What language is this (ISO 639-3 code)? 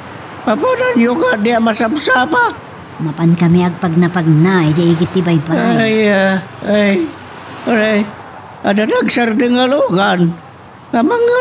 ilo